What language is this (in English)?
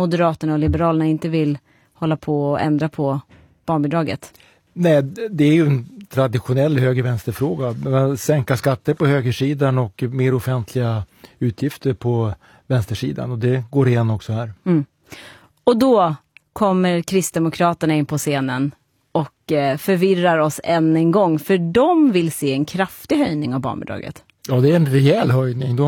Swedish